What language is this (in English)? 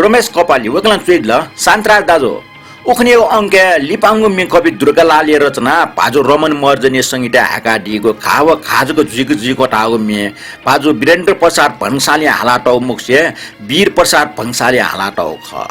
Newari